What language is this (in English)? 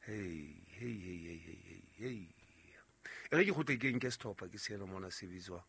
Southern Sotho